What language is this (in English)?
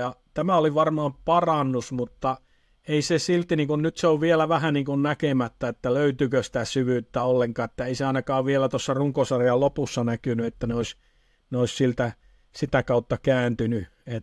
Finnish